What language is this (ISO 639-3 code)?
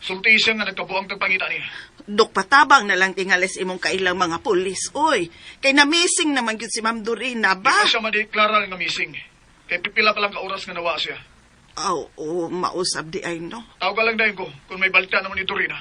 ceb